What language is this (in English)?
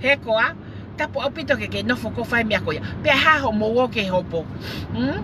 Tongan